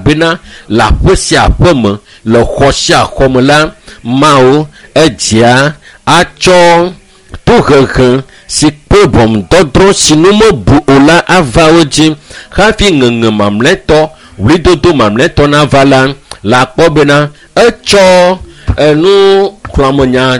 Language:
Ewe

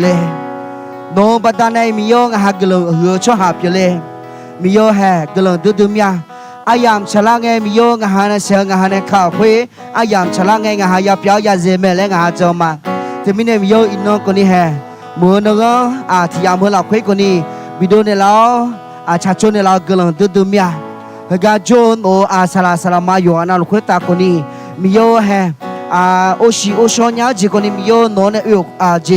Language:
Akha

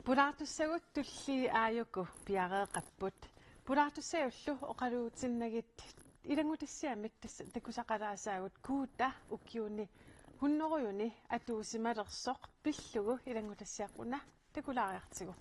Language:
Kalaallisut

